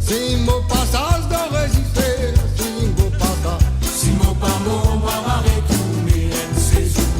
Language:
Morisyen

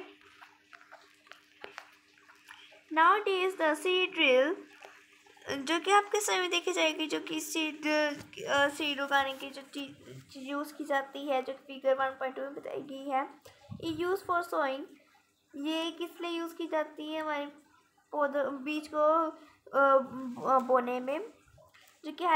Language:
Hindi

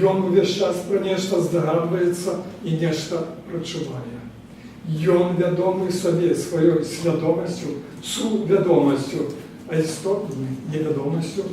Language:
Belarusian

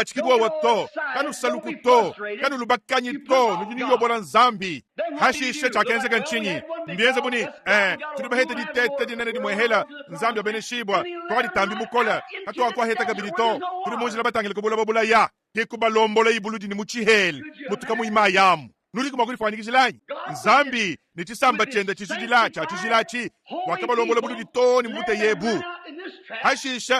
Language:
Luba-Lulua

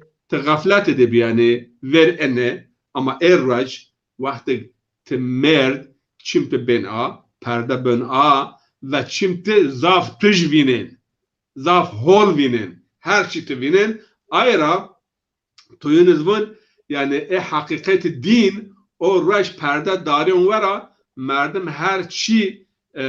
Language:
Zaza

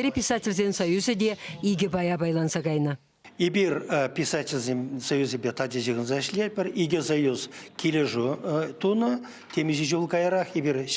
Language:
Chuvash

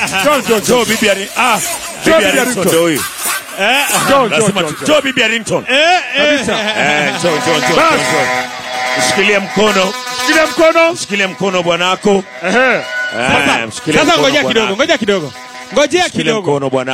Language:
Swahili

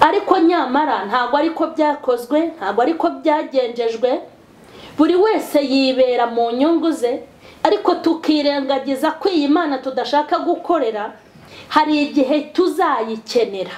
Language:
Kinyarwanda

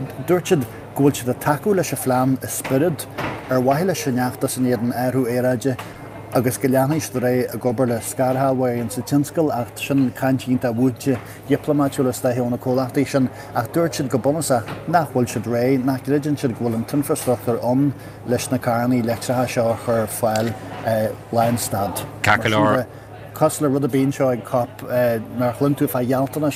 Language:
Irish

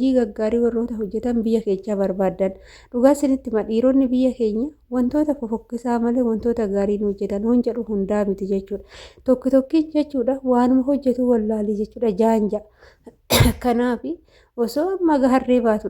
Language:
Oromo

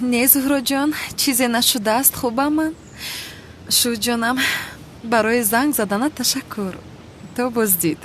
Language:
Tajik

